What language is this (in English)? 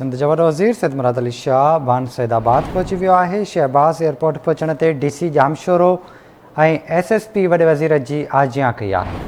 Sindhi